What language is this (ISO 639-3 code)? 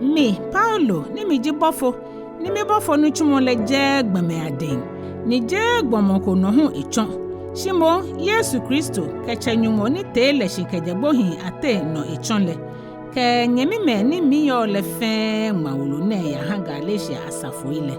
gaa